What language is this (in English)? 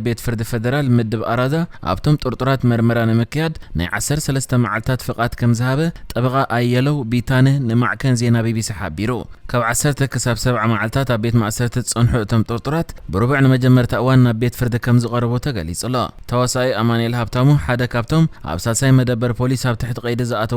Tigrinya